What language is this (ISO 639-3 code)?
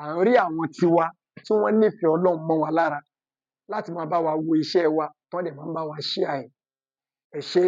yor